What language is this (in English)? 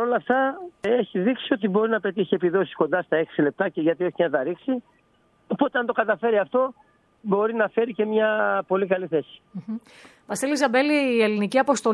Greek